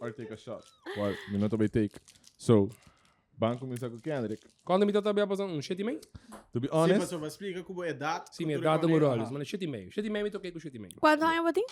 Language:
Papiamento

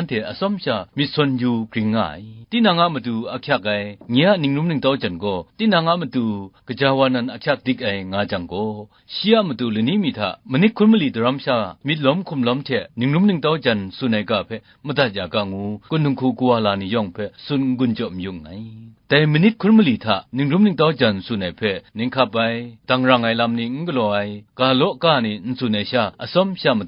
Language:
Kachin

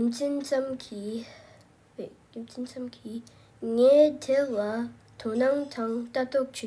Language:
Tibetan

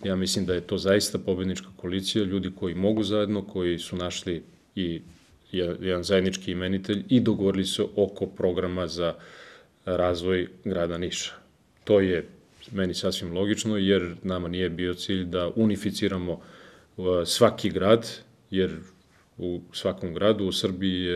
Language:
Serbian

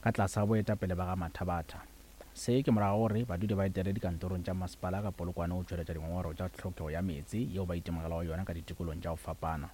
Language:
Northern Sotho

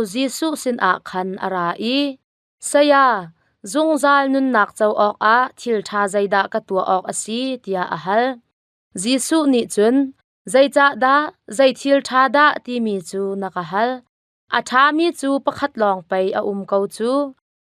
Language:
Hakha Chin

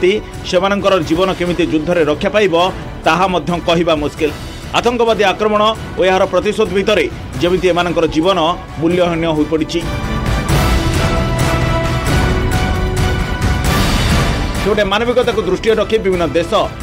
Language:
Odia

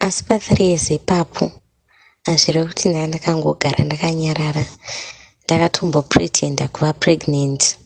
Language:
Shona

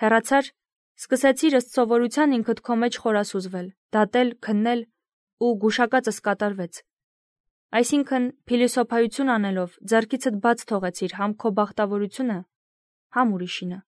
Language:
Armenian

